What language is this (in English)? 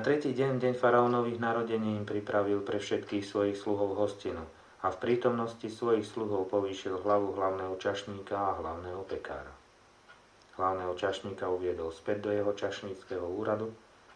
Slovak